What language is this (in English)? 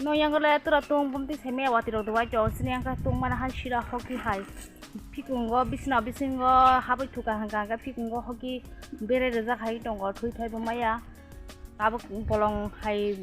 Kok Borok